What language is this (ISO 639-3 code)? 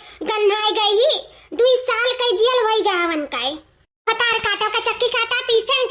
awa